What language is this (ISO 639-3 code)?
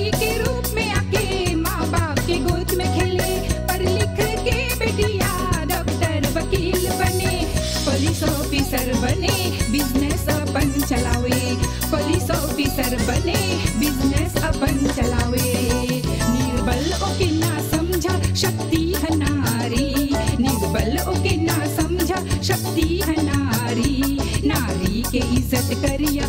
bho